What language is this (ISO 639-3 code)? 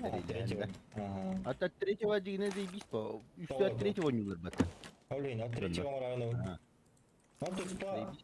sah